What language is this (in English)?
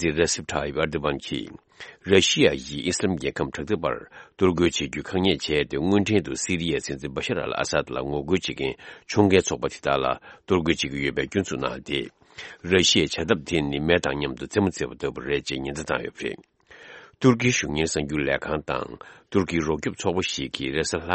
Tibetan